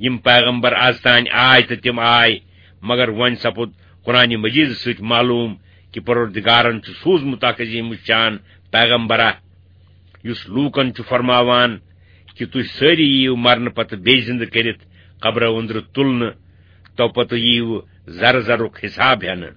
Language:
Kashmiri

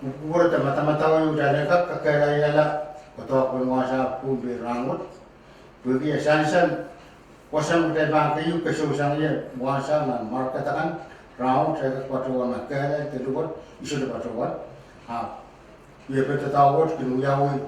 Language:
Pohnpeian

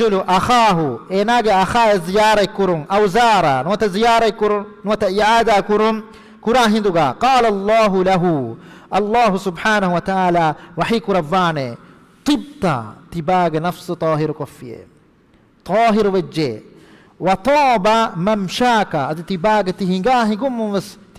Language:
Divehi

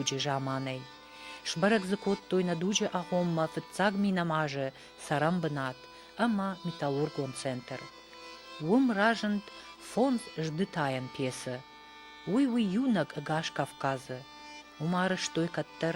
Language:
Ossetic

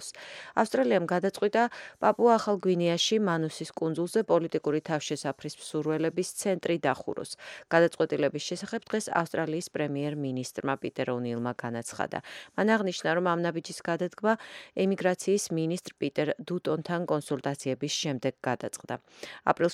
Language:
Georgian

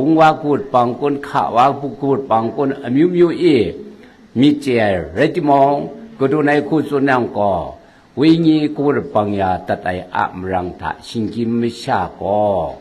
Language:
Kachin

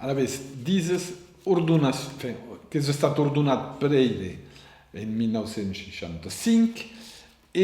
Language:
Occitan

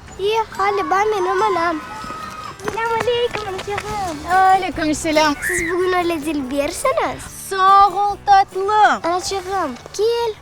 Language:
Crimean Tatar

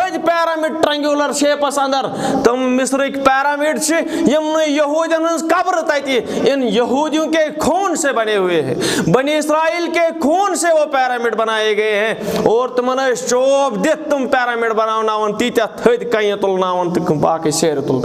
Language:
Kashmiri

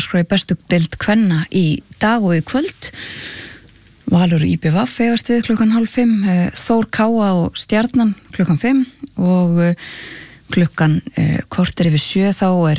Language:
Icelandic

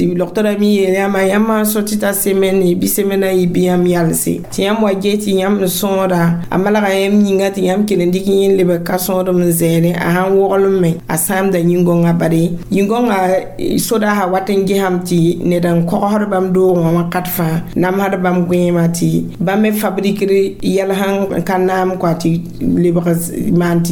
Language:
Mossi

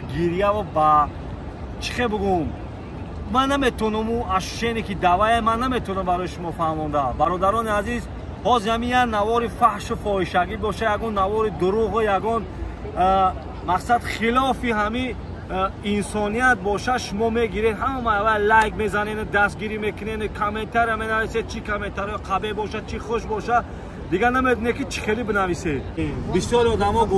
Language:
Tajik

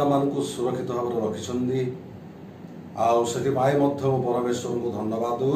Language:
Odia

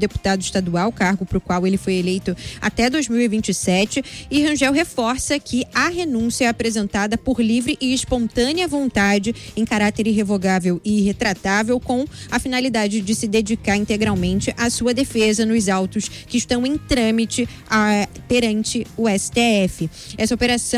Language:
Portuguese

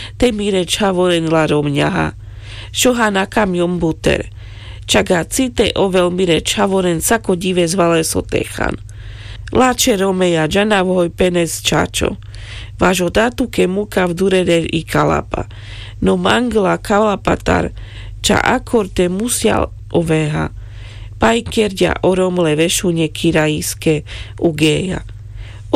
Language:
Carpathian Romani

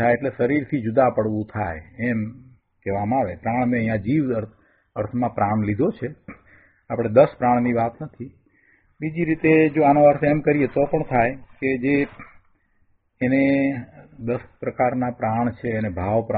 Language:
Gujarati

